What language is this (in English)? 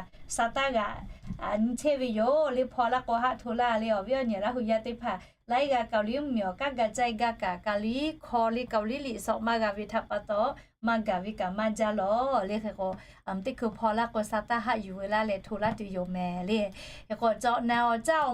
Lahu